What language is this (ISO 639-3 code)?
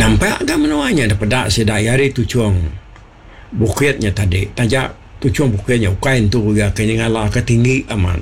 iba